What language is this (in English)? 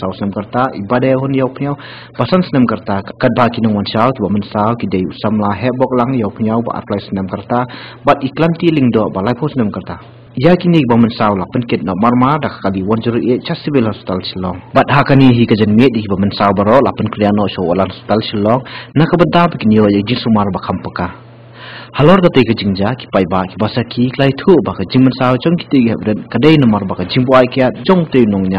Khasi